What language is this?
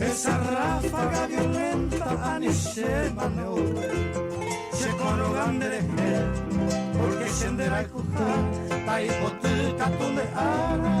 Guarani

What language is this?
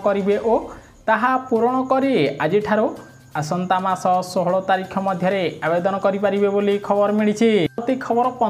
Odia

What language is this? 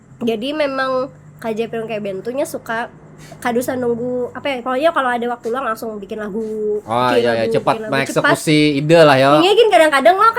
Banjar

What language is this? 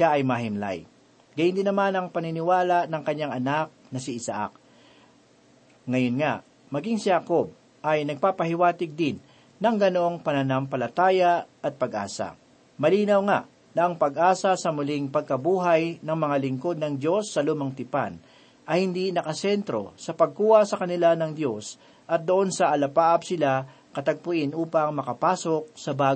Filipino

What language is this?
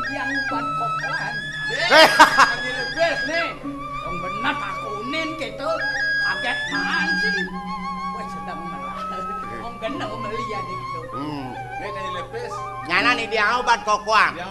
Balinese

